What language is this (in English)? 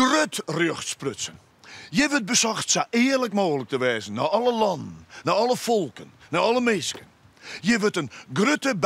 Western Frisian